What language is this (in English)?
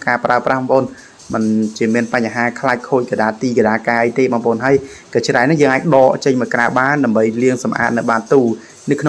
Khmer